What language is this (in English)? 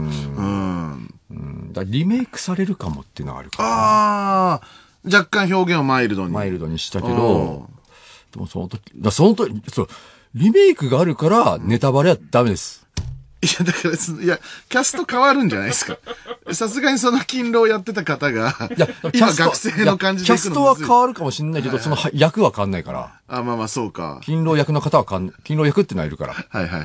Japanese